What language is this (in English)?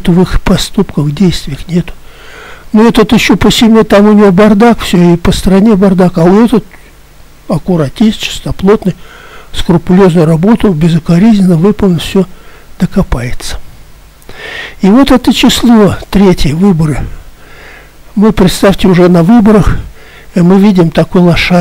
Russian